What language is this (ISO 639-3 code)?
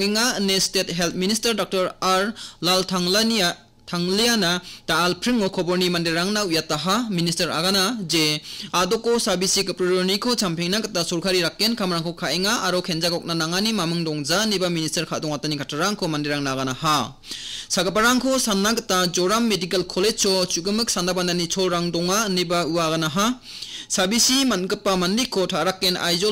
grt